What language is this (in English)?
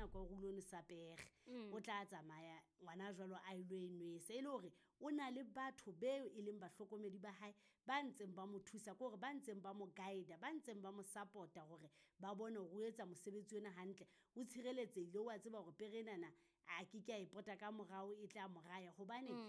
Southern Sotho